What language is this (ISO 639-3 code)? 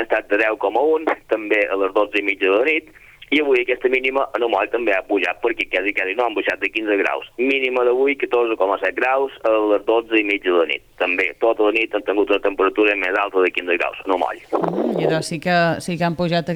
cat